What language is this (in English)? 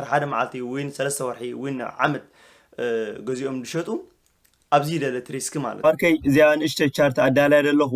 Tigrinya